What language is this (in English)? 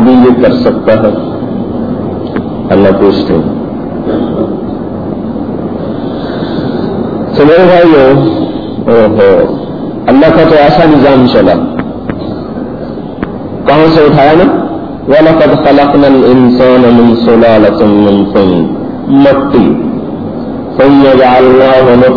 Urdu